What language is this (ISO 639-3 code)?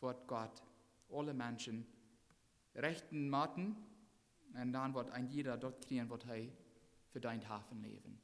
pdt